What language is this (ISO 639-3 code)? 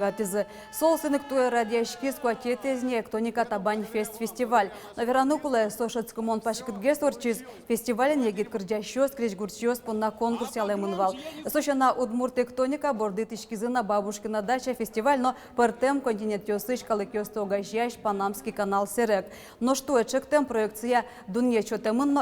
udm